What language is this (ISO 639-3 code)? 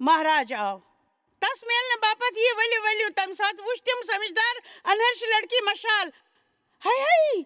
kas